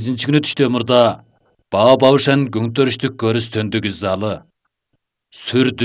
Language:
Kyrgyz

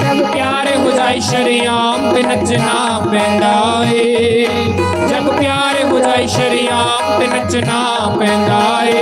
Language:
Dogri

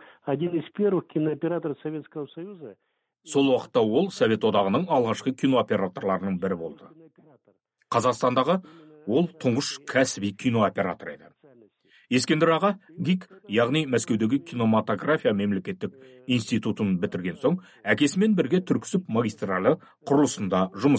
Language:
Kazakh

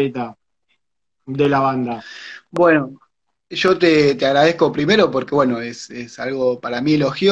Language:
Spanish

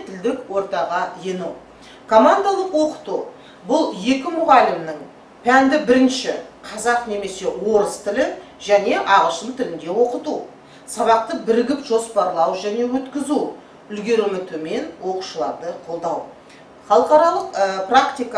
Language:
Kazakh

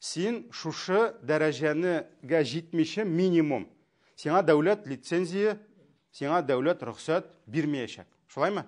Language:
Tatar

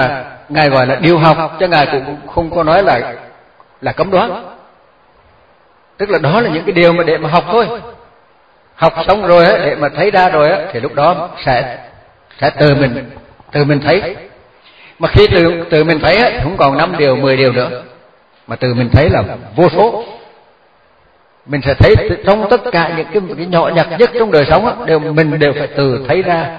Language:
Vietnamese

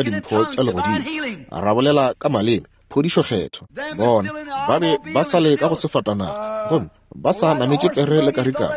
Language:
Northern Sotho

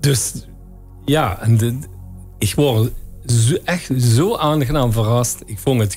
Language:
Limburgish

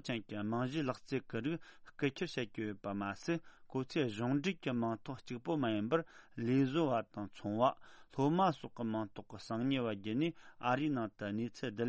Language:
Tibetan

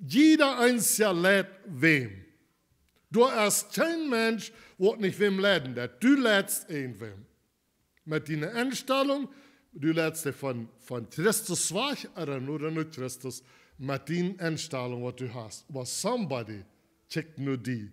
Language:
Plautdietsch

